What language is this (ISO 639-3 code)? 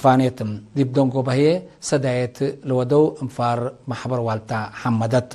tig